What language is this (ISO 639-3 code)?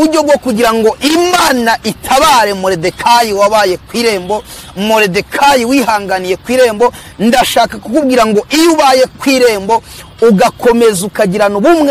kin